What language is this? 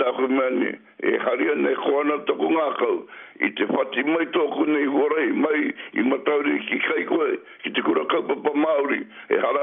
Māori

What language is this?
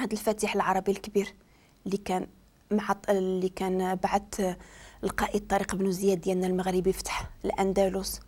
Moroccan Arabic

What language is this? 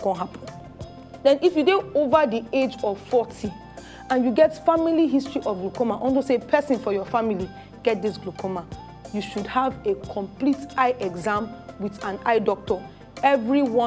Nigerian Pidgin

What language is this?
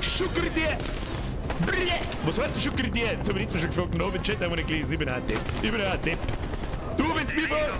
Bavarian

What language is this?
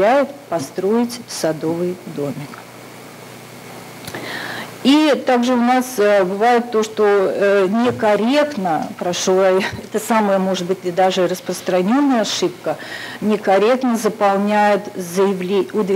Russian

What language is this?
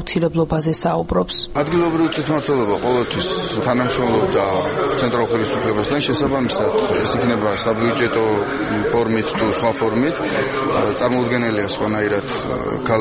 Georgian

